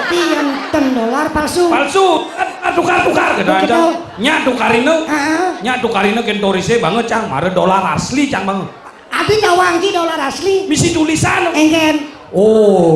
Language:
Balinese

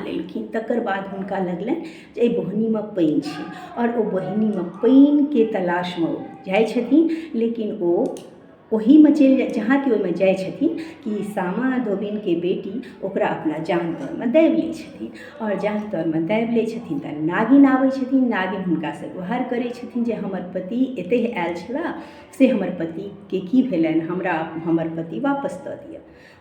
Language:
Maithili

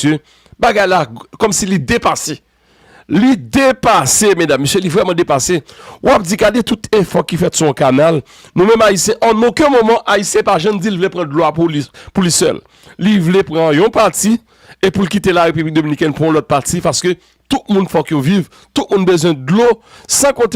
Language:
Haitian Creole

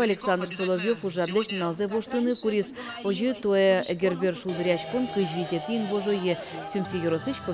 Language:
Udmurt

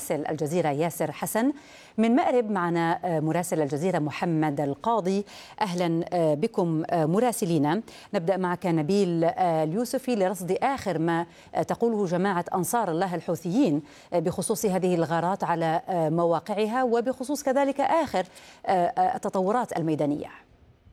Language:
Arabic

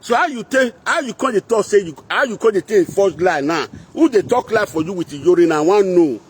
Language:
Nigerian Pidgin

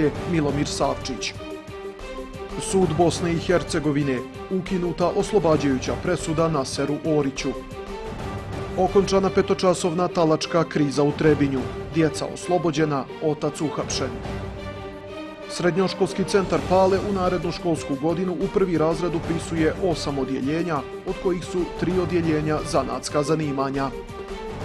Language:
Bosnian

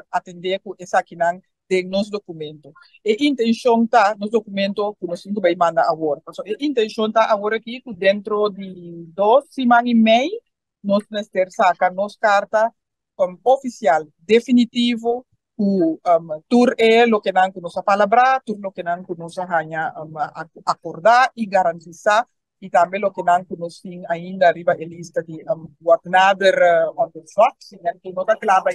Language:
Papiamento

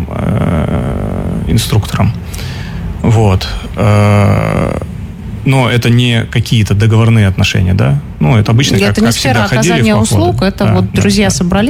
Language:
Russian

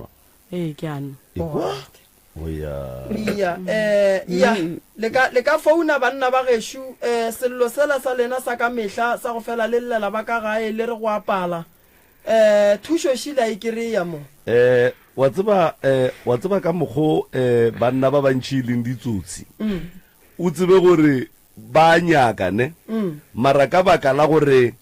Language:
Northern Sotho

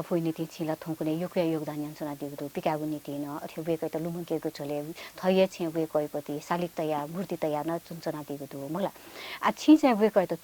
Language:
Newari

